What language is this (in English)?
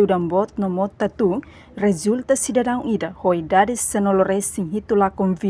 Tetum